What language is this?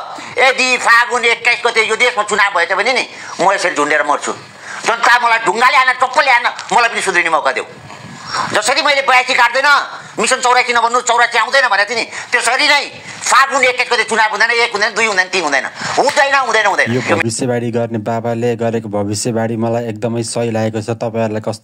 Nepali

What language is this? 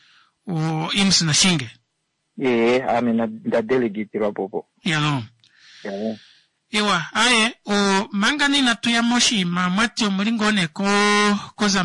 Kuanyama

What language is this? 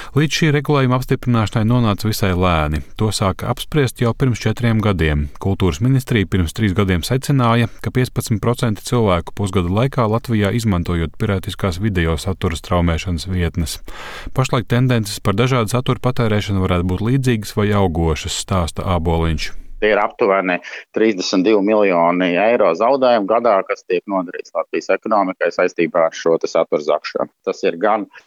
Latvian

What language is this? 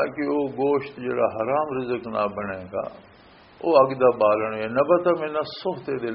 Western Panjabi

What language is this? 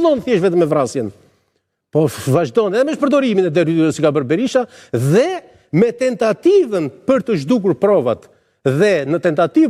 Albanian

